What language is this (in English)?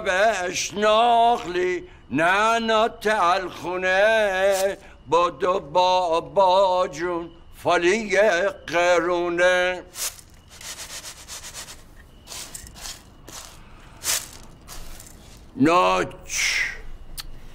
Persian